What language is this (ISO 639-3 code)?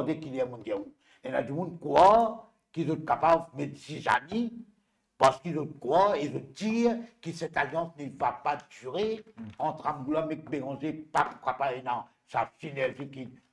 mfe